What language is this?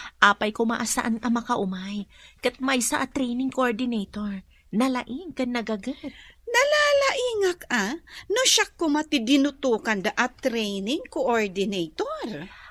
Iloko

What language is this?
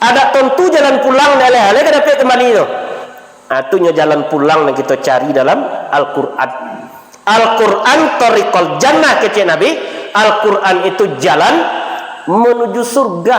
Minangkabau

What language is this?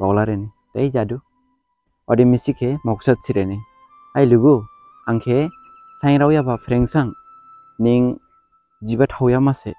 Dimasa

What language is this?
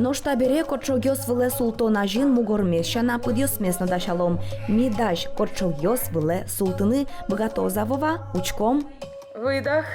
Udmurt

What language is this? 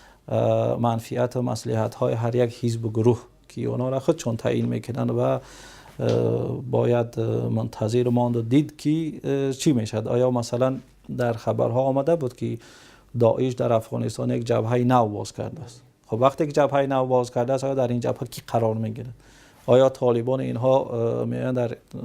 Tajik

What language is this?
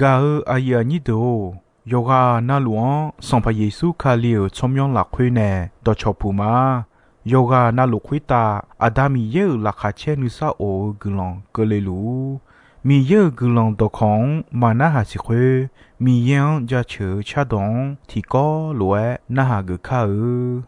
Akha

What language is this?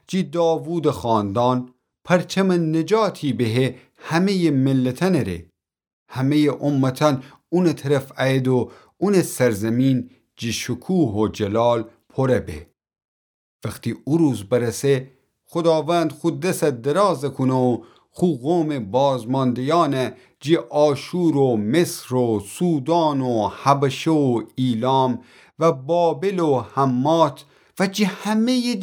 Gilaki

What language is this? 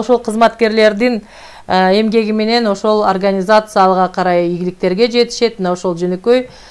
Kyrgyz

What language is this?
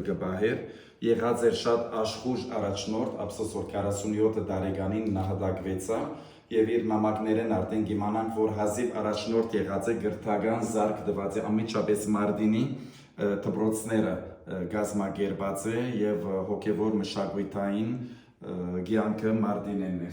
Western Armenian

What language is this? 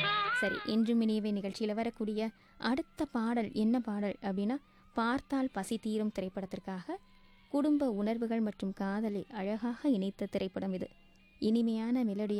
Tamil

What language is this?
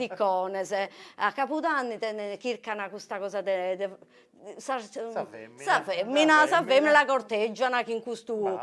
Sardinian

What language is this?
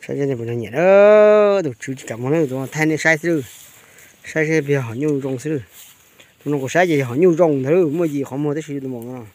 Hmong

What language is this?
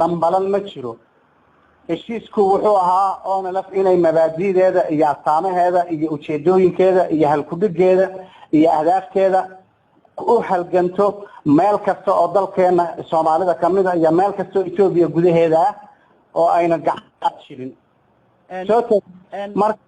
Somali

